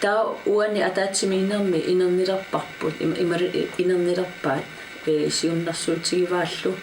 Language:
Kalaallisut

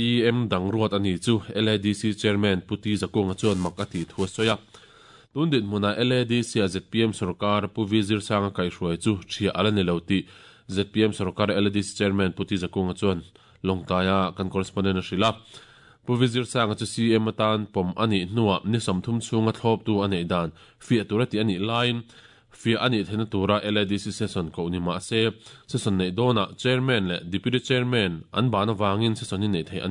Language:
Mizo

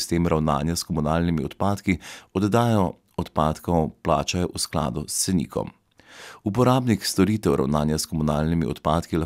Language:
Slovenian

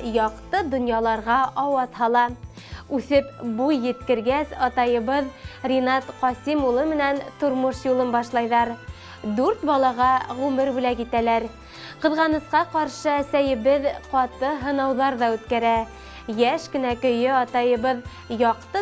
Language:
Bashkir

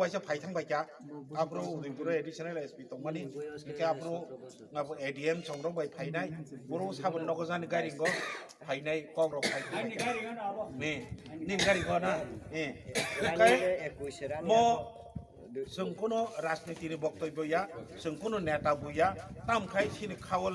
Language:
Kok Borok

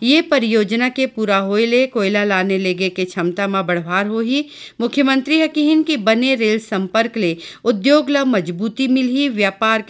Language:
Chhattisgarhi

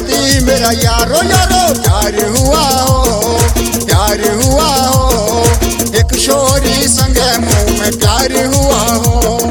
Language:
Bhojpuri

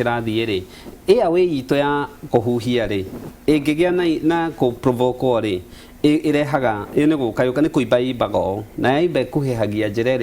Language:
Kikuyu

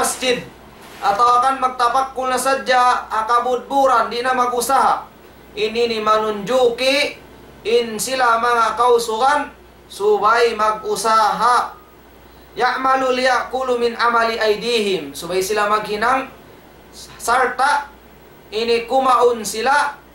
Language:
Tausug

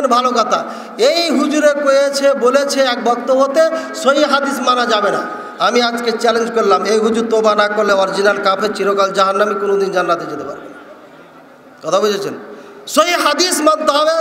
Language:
Bangla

